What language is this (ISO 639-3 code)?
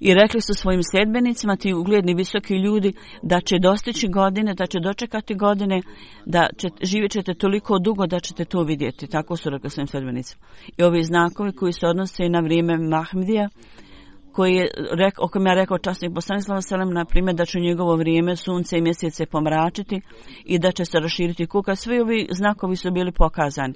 bos